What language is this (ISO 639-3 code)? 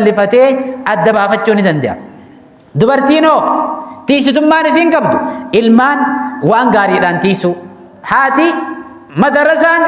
orm